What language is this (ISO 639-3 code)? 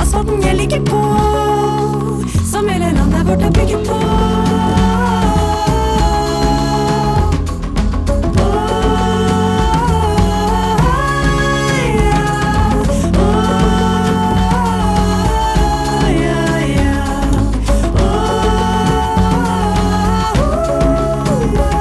nor